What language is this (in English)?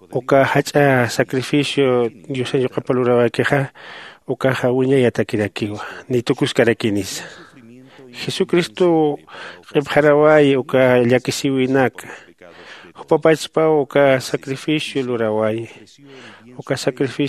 Aymara